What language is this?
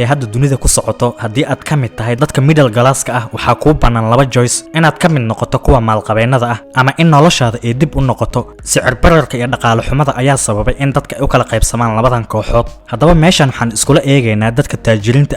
Somali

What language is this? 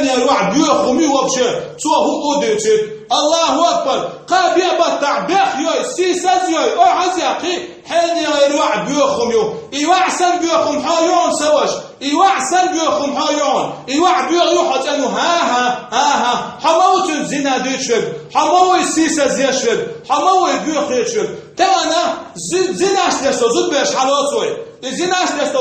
Chechen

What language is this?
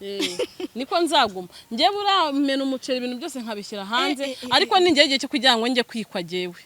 Kinyarwanda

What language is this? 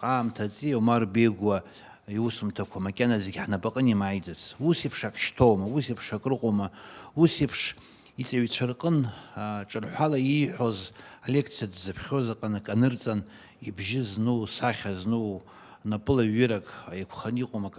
Abkhazian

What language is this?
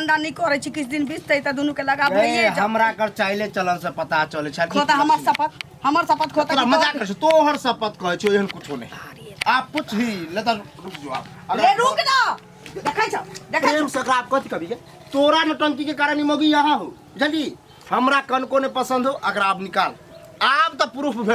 Maithili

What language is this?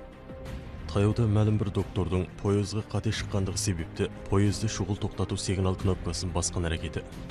Kazakh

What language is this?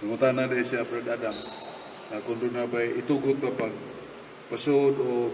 Cebuano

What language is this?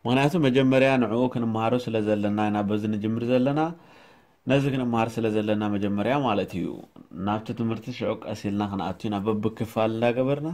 Tigrinya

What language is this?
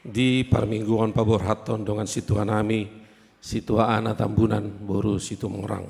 Batak Toba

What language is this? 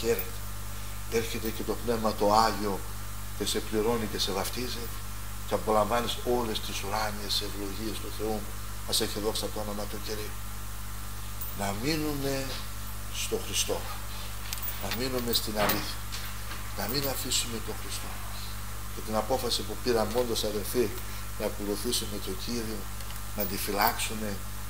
Greek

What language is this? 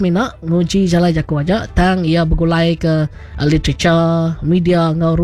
Iban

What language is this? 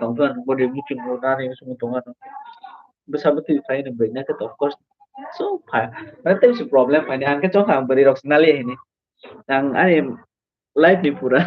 Kok Borok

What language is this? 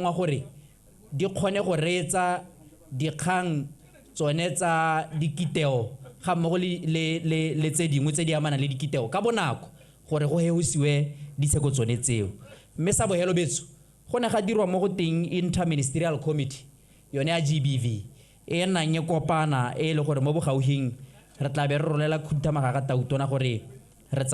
Tswana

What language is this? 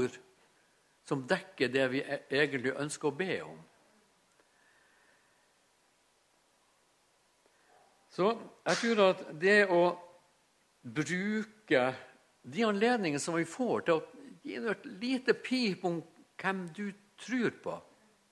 Norwegian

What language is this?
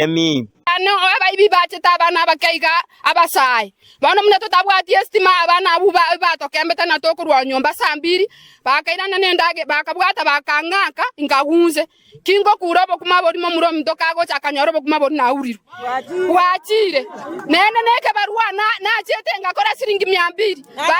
Gusii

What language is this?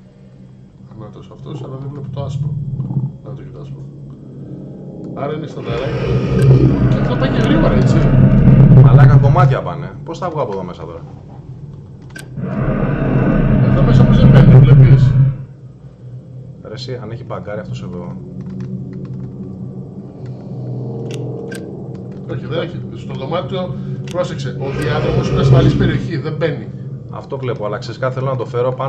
Greek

